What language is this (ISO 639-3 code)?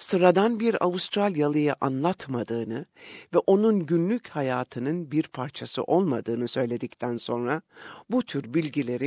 tur